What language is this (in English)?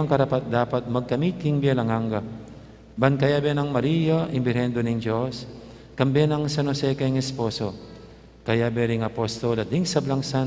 Pampanga